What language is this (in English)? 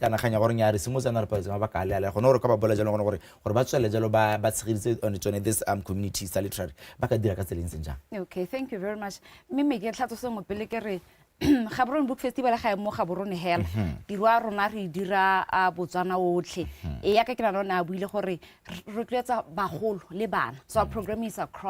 Tswana